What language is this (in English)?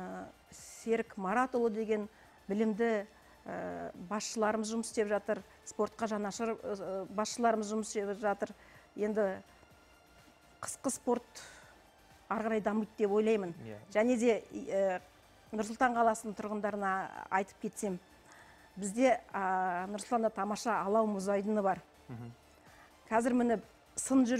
Kazakh